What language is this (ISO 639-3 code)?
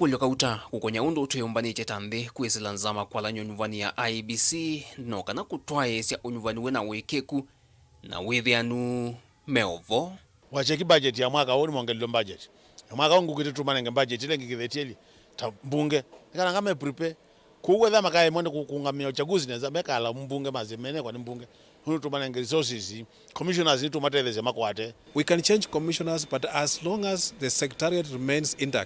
kam